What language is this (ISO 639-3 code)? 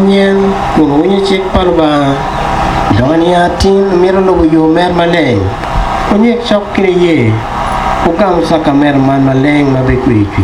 ach